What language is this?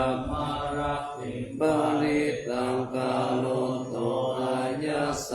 Pali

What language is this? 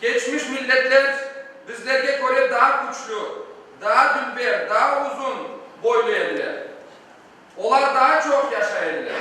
Crimean Tatar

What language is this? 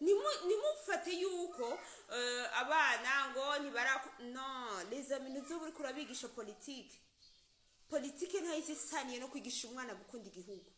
Rundi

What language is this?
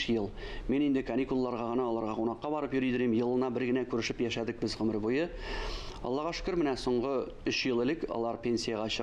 Tatar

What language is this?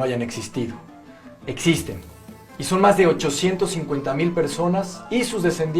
Ladino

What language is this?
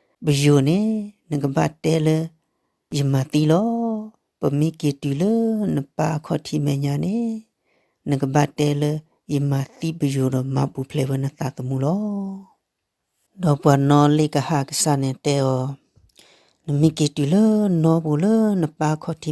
S'gaw Karen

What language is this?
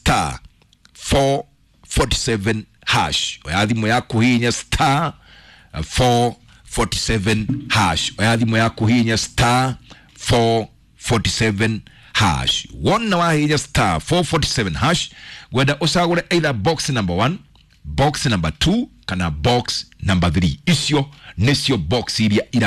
Kikuyu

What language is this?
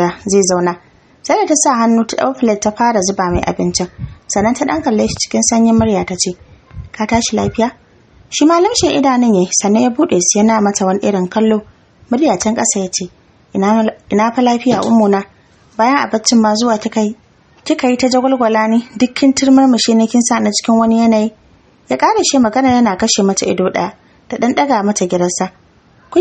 Hausa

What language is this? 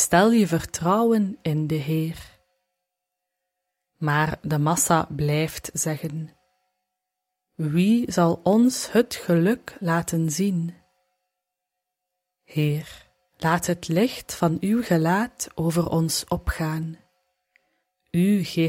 Dutch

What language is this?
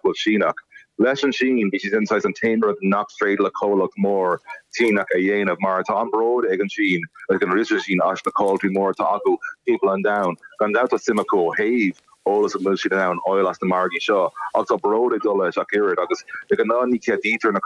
Irish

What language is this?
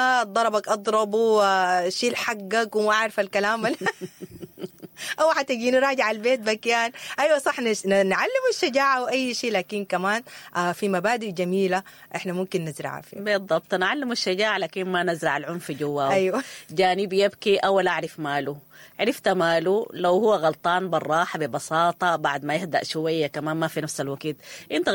Sudanese Arabic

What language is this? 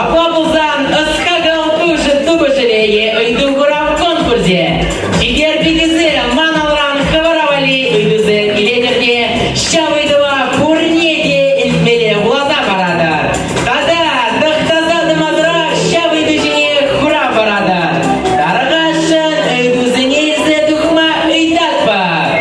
Chuvash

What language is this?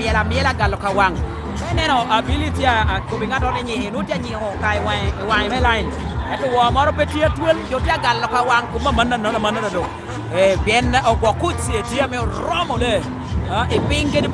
Lango (Uganda)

